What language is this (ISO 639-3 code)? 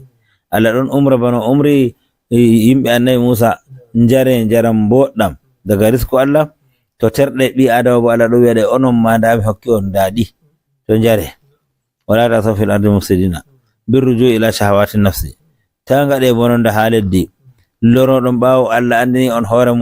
ful